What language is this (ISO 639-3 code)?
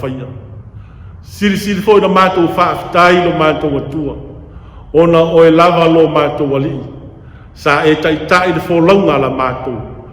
smo